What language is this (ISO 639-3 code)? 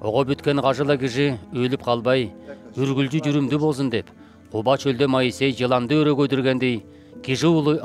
alt